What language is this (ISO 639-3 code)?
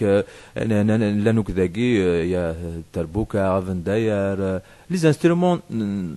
kab